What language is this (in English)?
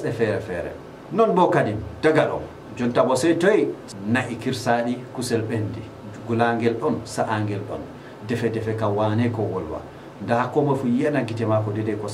Fula